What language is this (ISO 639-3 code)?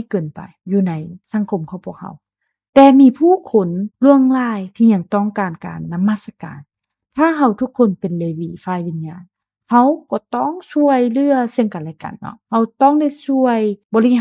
lao